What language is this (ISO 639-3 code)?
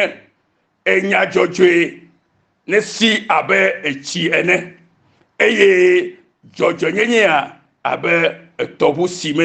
ewe